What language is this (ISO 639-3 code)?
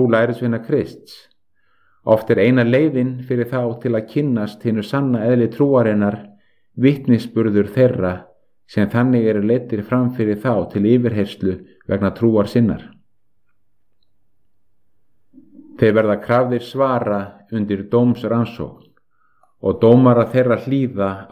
isl